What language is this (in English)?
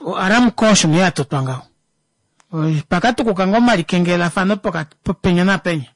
Kuanyama